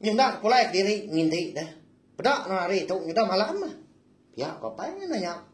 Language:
Iban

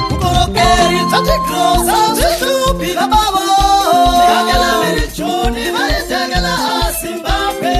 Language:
Tsonga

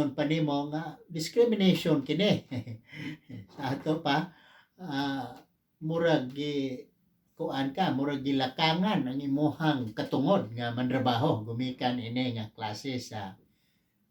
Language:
Cebuano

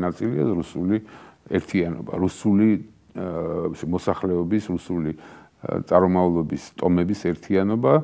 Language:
Georgian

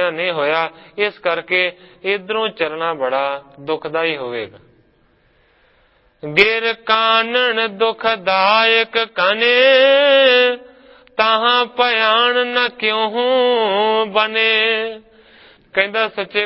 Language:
Punjabi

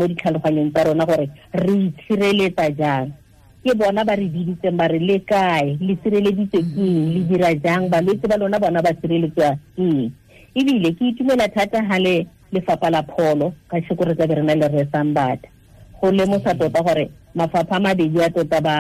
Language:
Tswana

